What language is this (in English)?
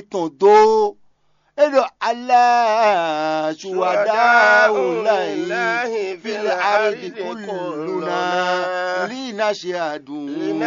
Fon